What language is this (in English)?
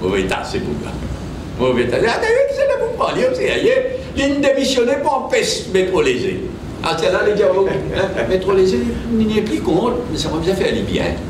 Morisyen